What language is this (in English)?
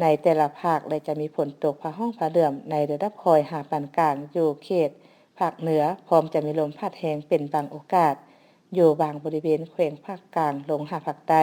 Lao